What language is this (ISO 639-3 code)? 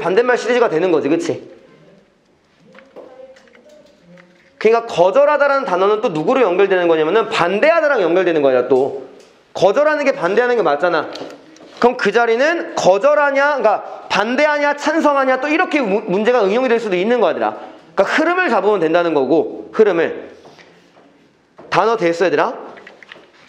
kor